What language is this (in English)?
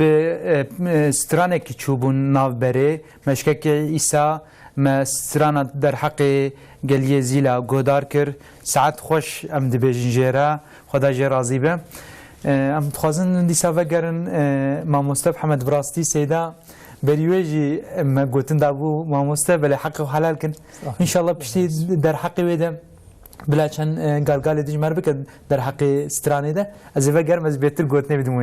Kurdish